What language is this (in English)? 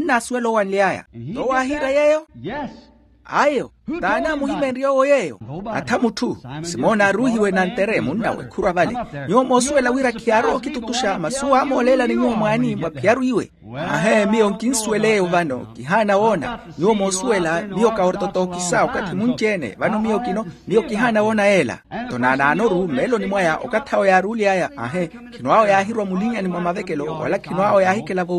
Makhuwa